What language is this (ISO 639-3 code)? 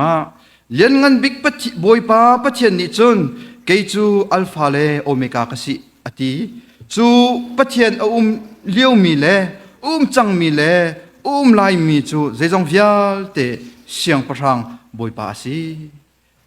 cnh